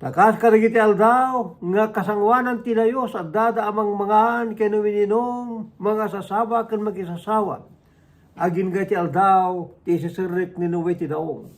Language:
Iloko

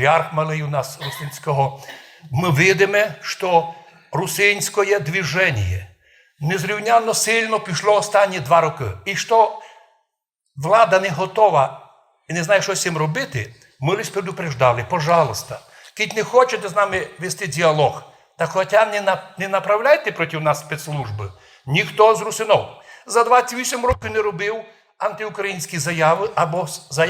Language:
Rusyn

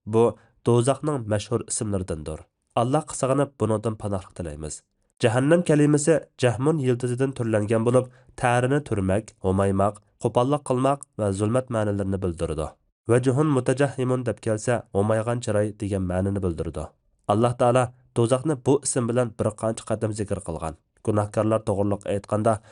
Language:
Uyghur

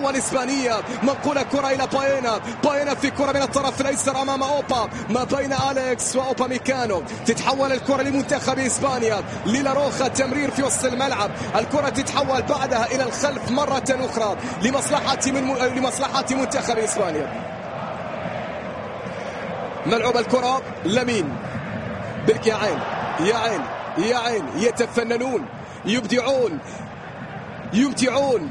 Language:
Arabic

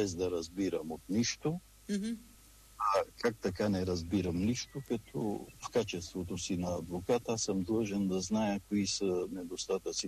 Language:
Bulgarian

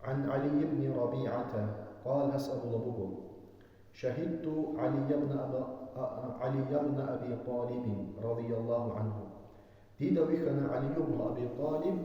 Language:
Avaric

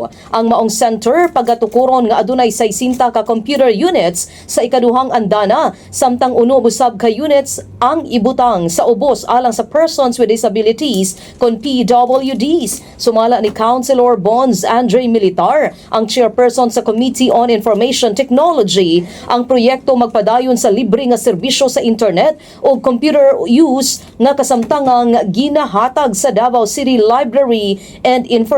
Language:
Cebuano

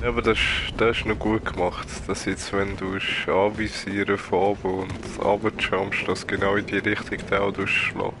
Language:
Swiss German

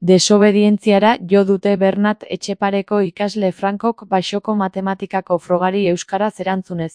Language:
Basque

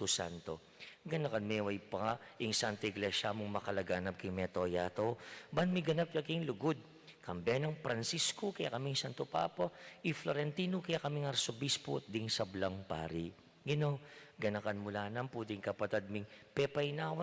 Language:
Pampanga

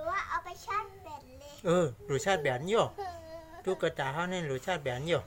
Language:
Shan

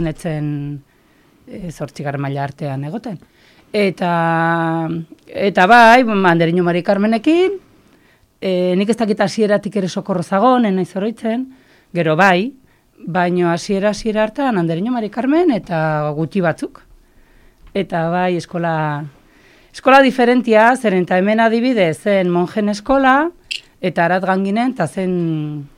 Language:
Basque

